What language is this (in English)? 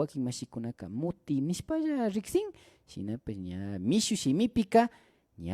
Imbabura Highland Quichua